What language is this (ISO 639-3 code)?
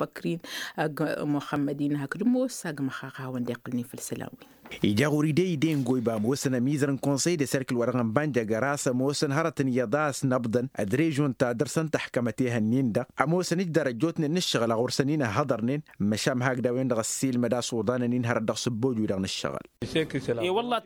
taq